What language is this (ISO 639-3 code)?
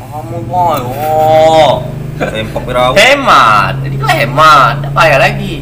mui